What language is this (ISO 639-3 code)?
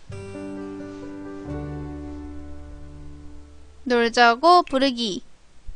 kor